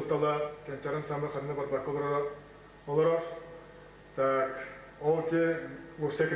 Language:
Yakut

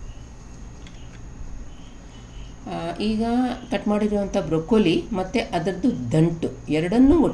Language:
Kannada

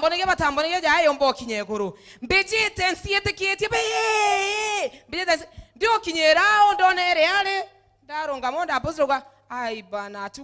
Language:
Meru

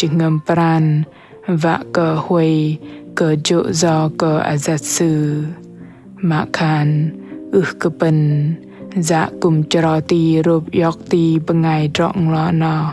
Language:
Bahnar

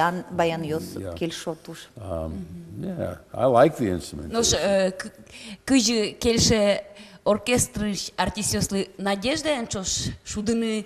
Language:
Udmurt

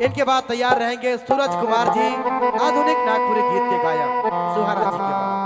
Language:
Sadri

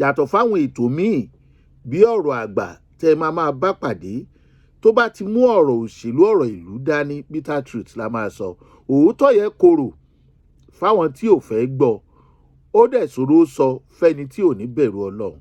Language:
Yoruba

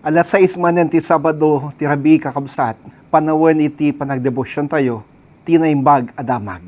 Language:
Iloko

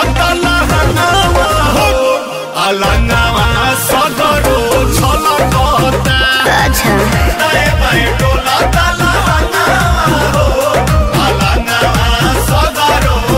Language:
Bhojpuri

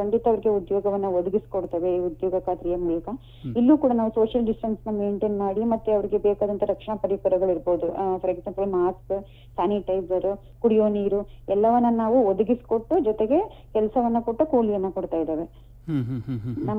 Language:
Kannada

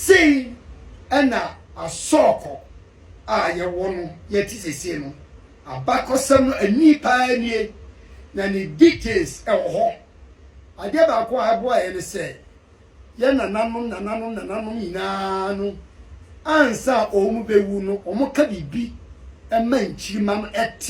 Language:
Akan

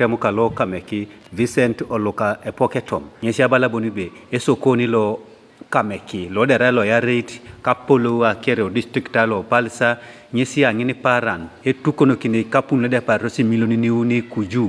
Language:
Teso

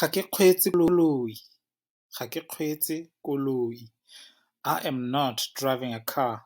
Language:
Tswana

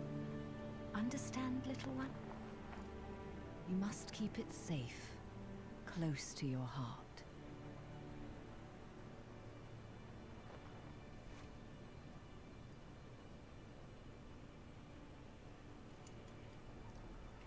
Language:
German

